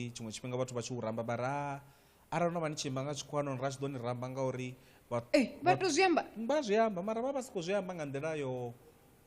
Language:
Venda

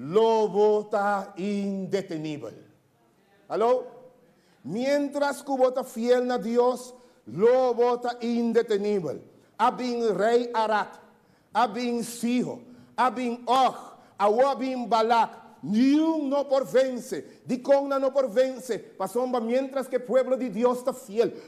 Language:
Papiamento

